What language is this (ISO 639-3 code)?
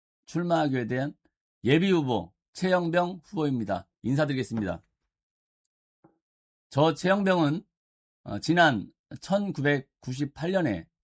kor